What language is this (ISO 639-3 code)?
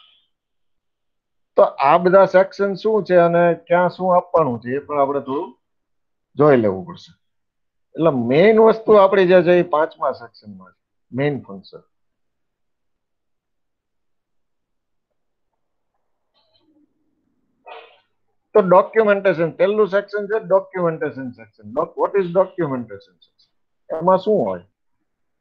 guj